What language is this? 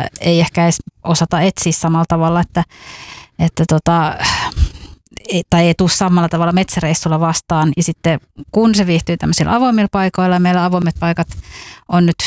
Finnish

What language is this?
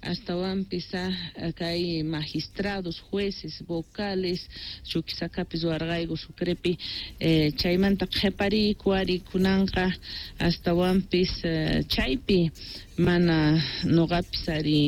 South Bolivian Quechua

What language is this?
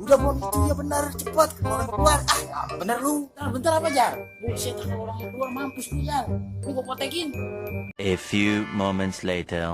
Betawi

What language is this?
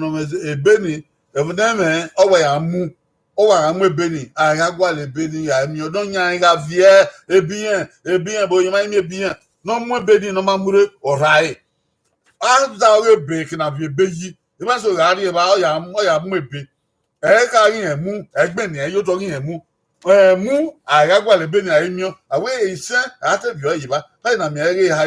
Bini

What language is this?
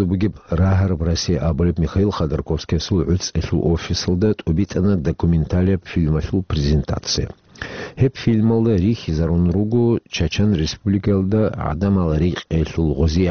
Avaric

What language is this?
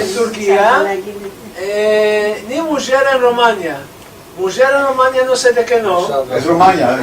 Ladino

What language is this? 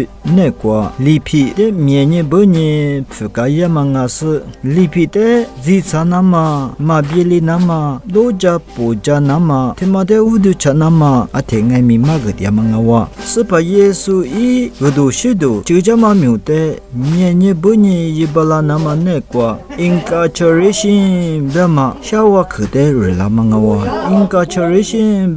Lisu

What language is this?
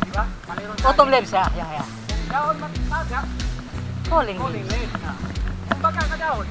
Cebuano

